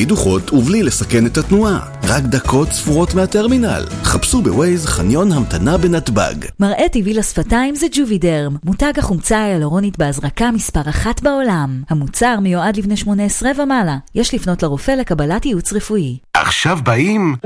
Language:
Hebrew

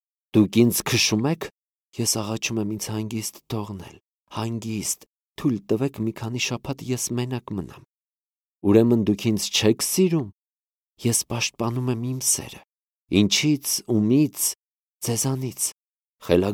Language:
Armenian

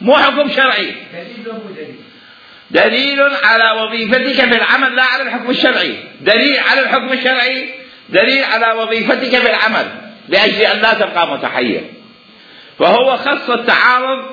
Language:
Mesopotamian Arabic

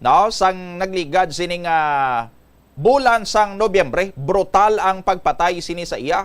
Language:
Hiligaynon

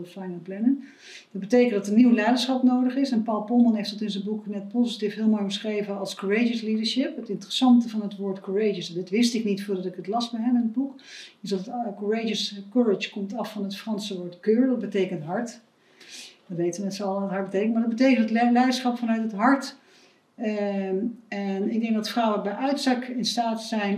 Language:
Dutch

